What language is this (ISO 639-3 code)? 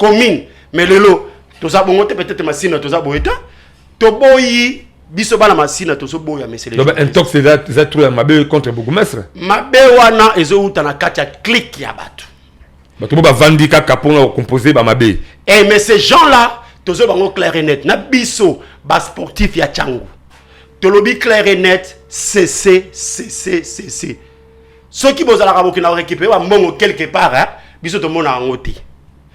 lin